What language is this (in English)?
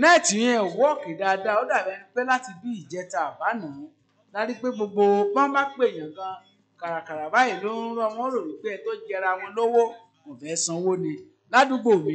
Yoruba